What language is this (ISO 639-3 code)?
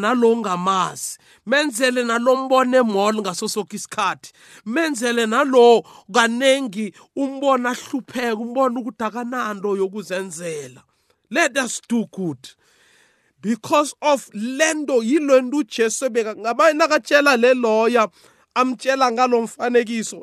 nbl